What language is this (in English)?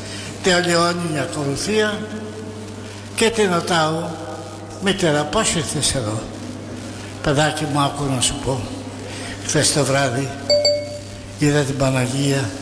Greek